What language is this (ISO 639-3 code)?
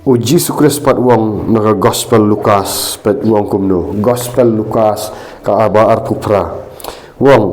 kha